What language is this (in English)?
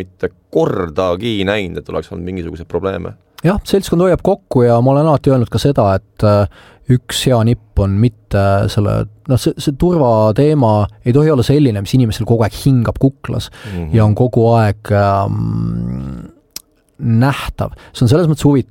Estonian